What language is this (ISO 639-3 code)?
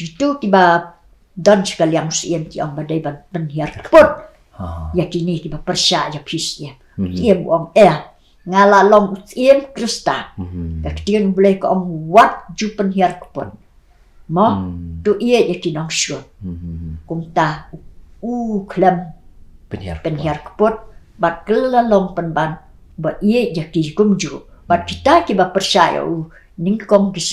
kha